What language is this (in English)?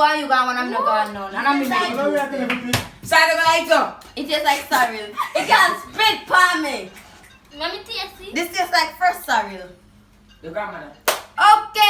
Jamaican Creole English